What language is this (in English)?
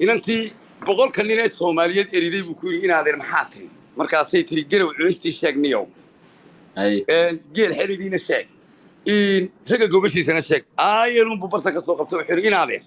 Somali